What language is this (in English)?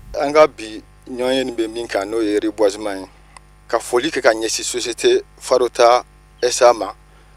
Bambara